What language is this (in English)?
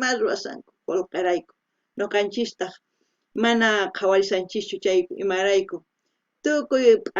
South Bolivian Quechua